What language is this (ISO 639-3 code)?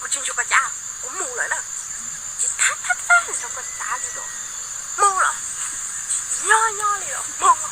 hmn